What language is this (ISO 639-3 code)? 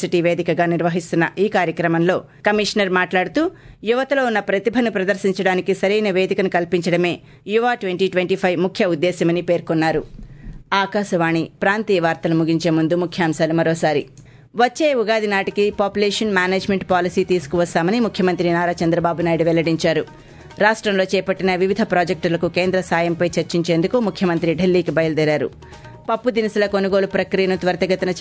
tel